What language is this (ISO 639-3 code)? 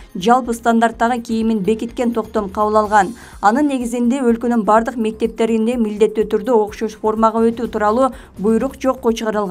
kir